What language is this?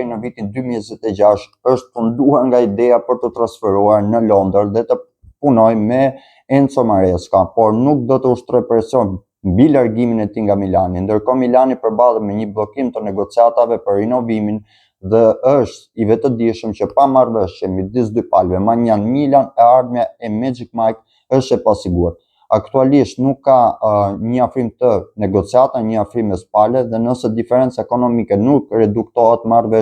Albanian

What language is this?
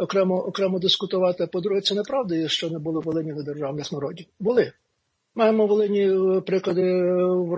Ukrainian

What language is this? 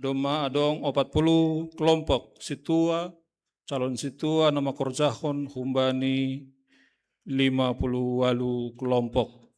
Batak Simalungun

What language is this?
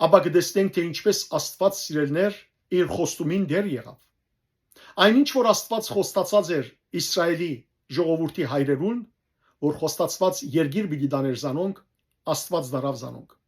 Western Armenian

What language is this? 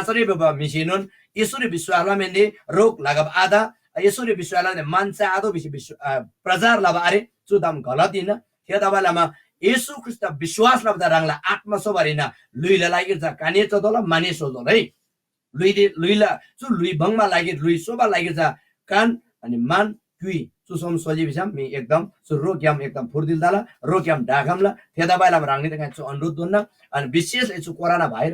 Eastern Tamang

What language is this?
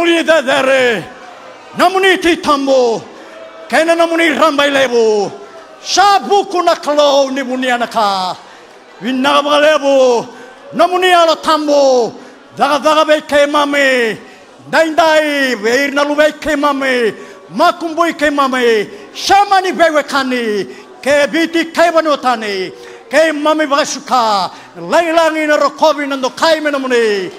Fijian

